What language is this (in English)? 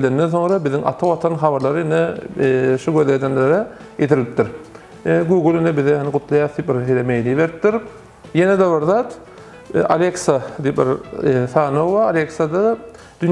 Turkmen